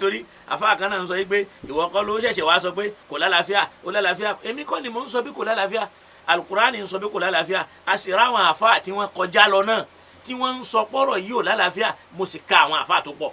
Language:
Yoruba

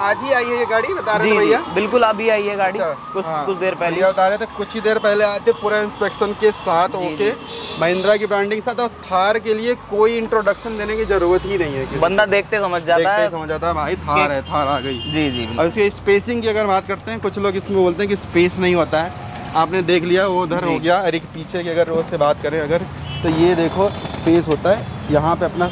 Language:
Hindi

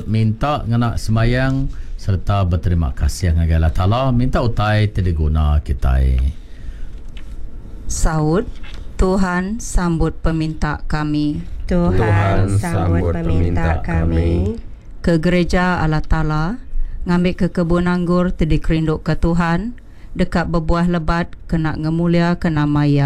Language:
Iban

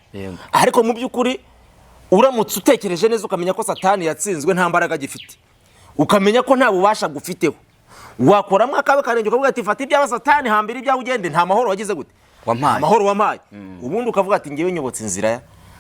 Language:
Kinyarwanda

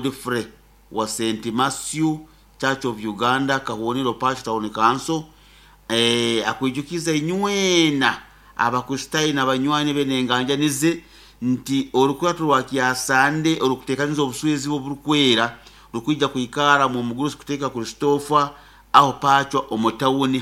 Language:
Nyoro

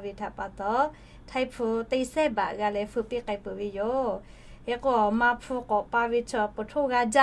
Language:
Lahu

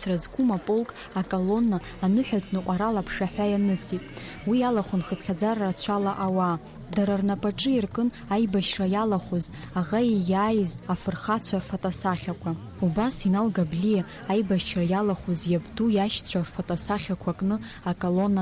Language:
Abkhazian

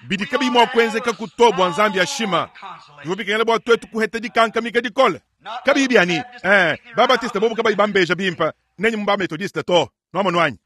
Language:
Luba-Lulua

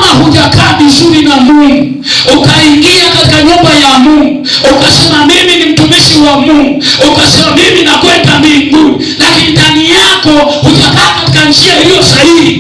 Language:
Swahili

